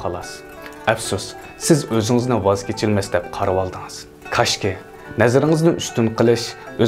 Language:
Uyghur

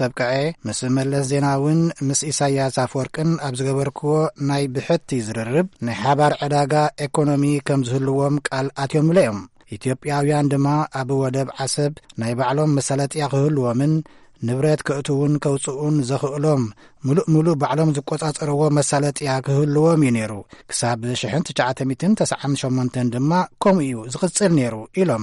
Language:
Tigrinya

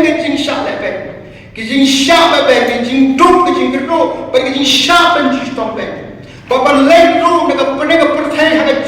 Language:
Khasi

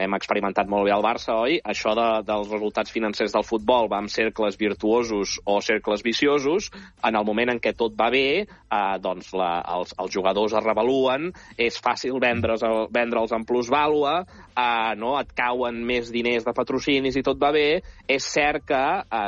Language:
Catalan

